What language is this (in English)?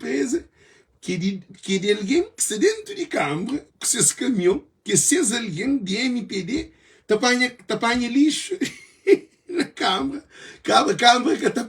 Kabuverdianu